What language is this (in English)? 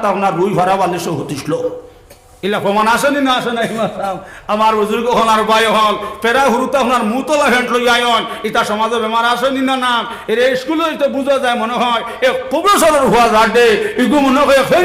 Sylheti